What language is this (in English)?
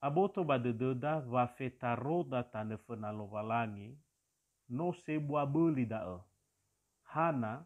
Nias